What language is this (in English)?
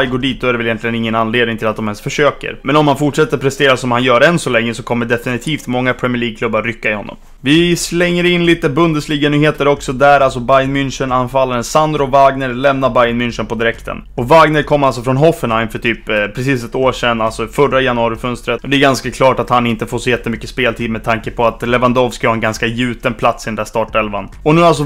Swedish